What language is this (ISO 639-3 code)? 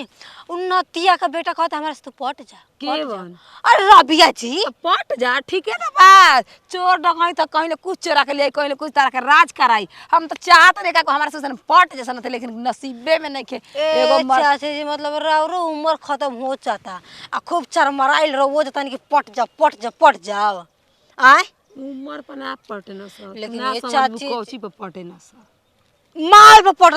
bho